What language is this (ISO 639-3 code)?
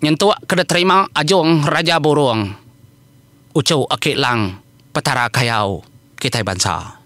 iba